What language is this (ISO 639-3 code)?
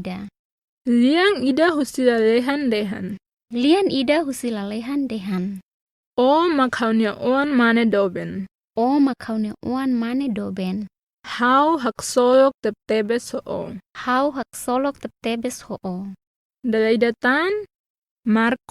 tet